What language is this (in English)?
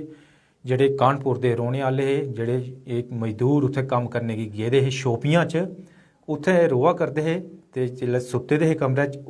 Dogri